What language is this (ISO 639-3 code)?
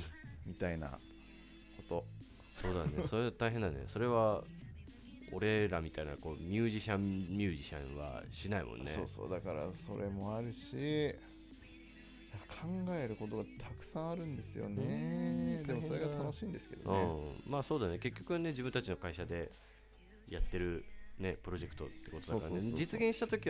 jpn